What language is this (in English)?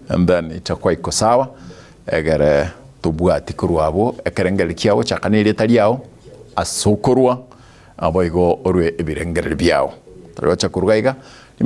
Gusii